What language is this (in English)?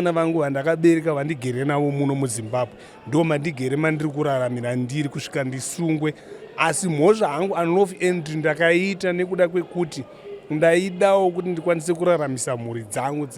Shona